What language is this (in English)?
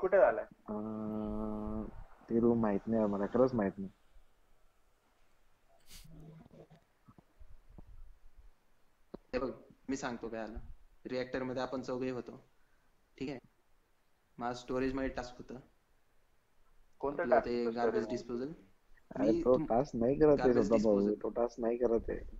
Marathi